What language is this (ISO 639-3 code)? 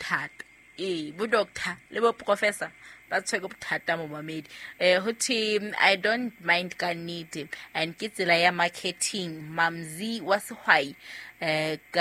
sot